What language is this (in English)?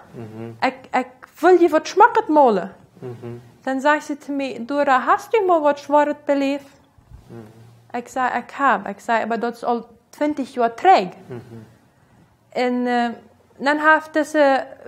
Plautdietsch